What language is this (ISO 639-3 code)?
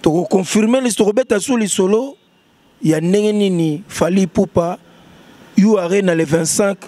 lin